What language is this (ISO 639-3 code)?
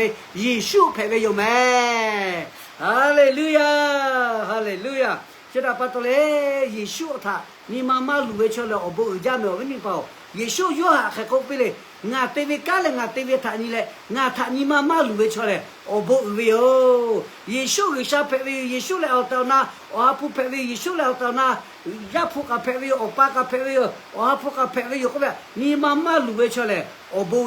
lhu